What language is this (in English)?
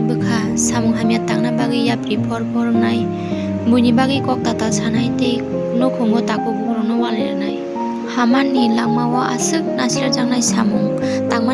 Kok Borok